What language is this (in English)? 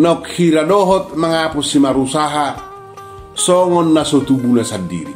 Batak Toba